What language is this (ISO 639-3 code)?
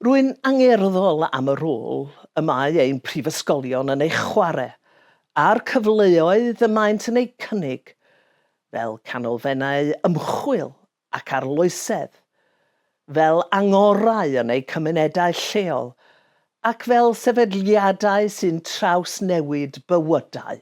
cym